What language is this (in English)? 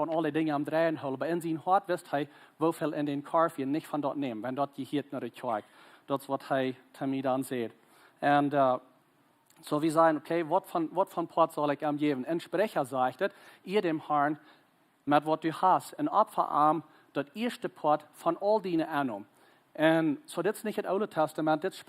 Plautdietsch